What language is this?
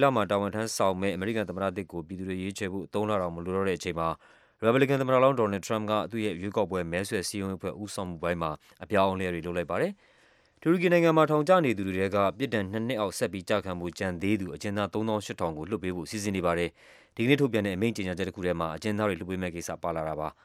Burmese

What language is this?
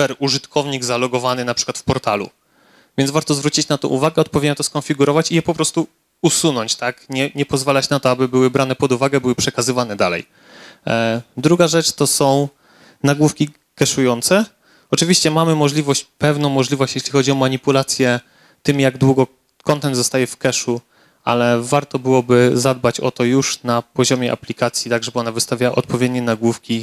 Polish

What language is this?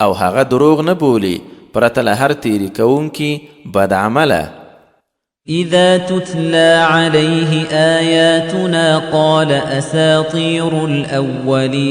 Pashto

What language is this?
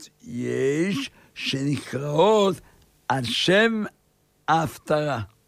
Hebrew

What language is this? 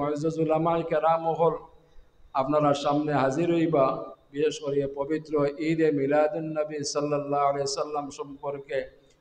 Sylheti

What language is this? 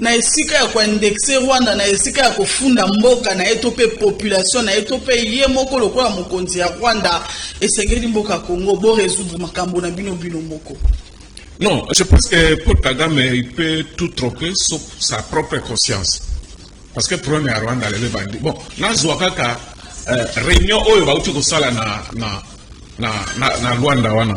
Lingala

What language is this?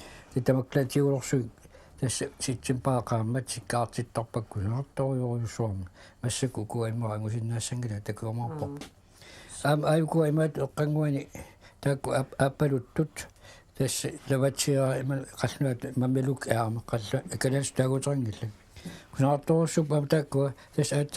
Kalaallisut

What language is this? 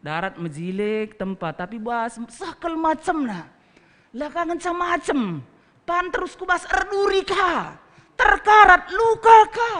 Batak Karo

